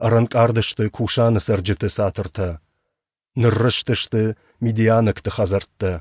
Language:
Ossetic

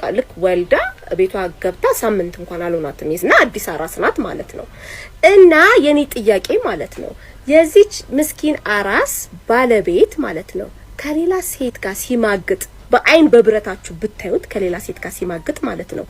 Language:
Amharic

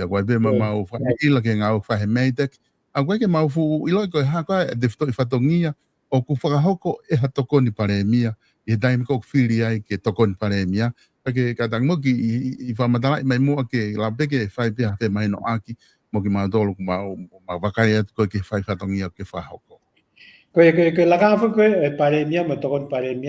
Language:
Tongan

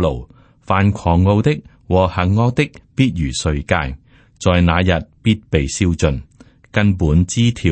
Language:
Cantonese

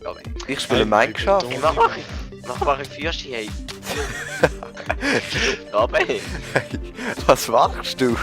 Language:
Swiss German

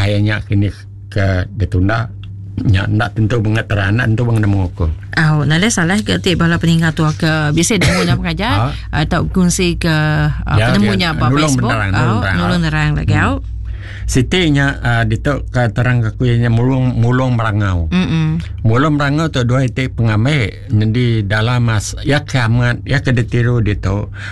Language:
Iban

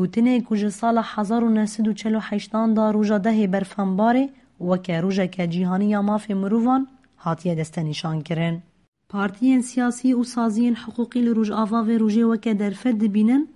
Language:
Kurdish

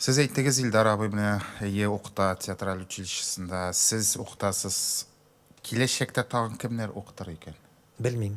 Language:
Tatar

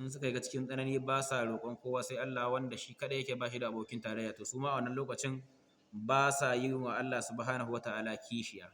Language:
Hausa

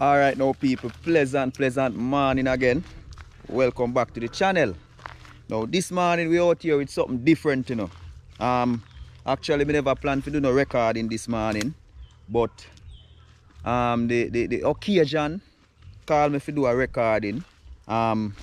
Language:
Jamaican Creole English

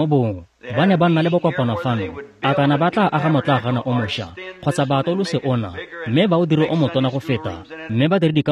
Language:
Tswana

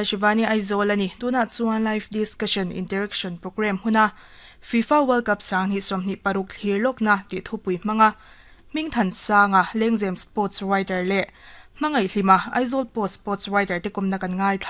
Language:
Mizo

